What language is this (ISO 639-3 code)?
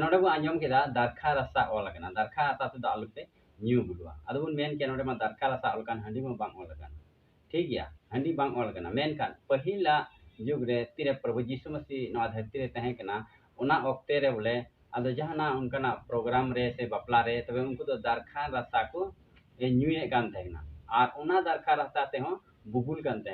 sat